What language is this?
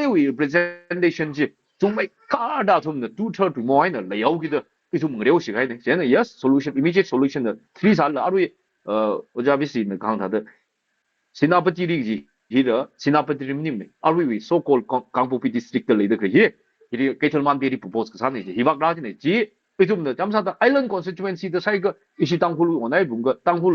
Tangkhul Naga (India)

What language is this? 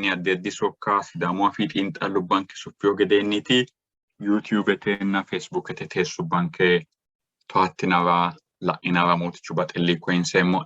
Sidamo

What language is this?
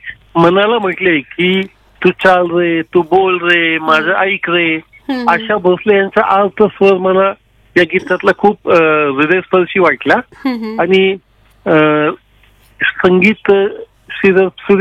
Marathi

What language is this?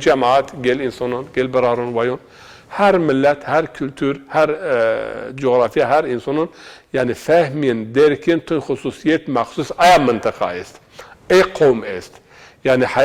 Zaza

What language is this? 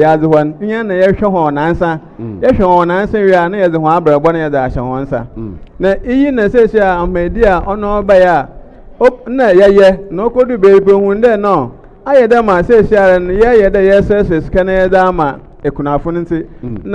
Akan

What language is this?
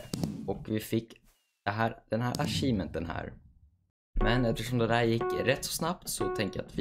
Swedish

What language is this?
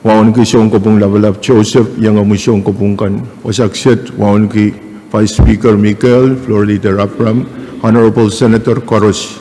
Pohnpeian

